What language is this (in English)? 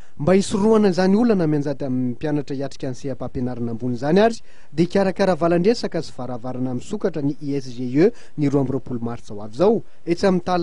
Malagasy